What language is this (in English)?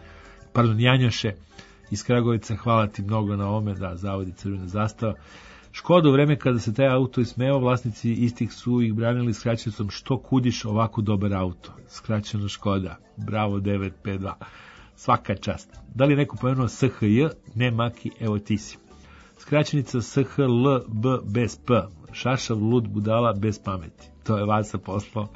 Serbian